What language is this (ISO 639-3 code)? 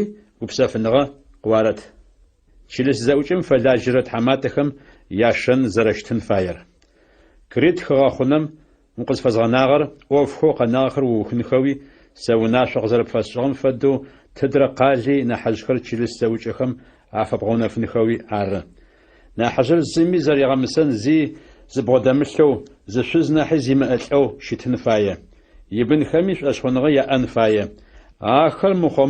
ady